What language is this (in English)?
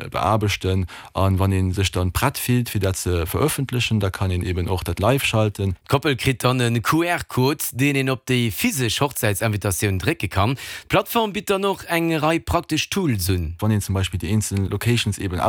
Luxembourgish